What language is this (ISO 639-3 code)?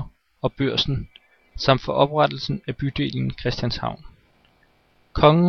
dan